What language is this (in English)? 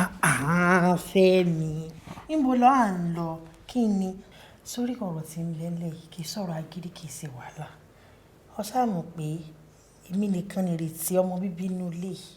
Yoruba